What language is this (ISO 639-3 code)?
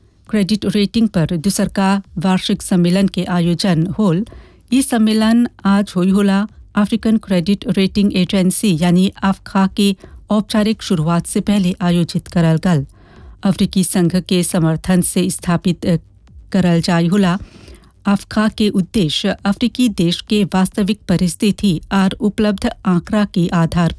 bho